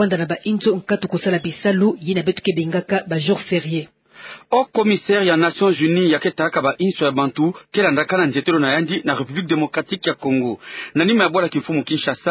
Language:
Kituba (Democratic Republic of Congo)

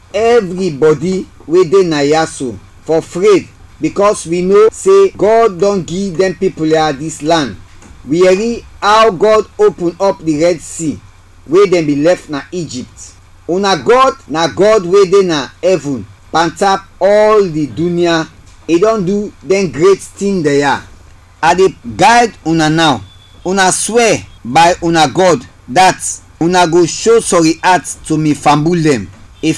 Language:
Krio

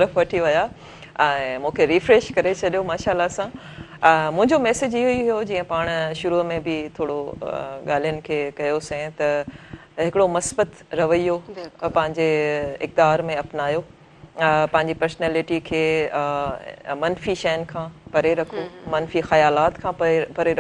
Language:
Sindhi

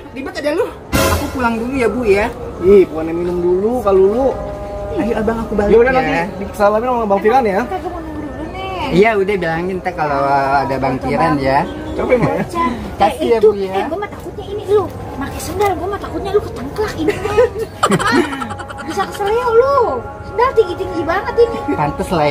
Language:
Betawi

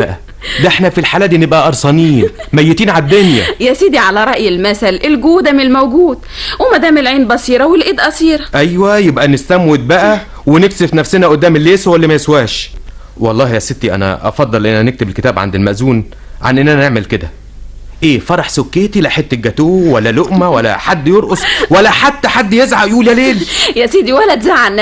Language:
Egyptian Arabic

